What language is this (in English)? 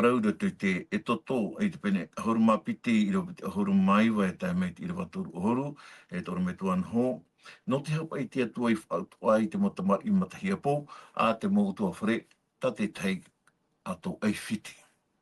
Tahitian